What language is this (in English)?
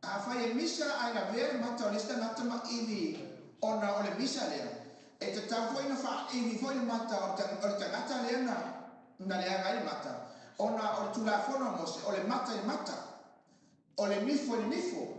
Samoan